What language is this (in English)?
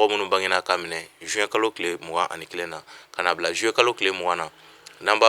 Bambara